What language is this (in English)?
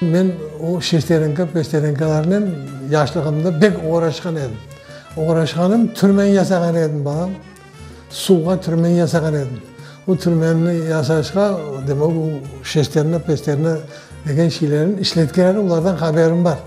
Crimean Tatar